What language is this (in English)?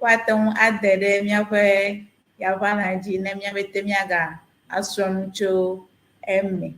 Ewe